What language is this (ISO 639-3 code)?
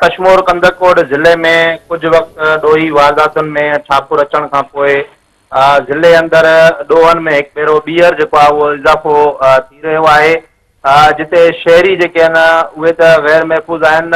snd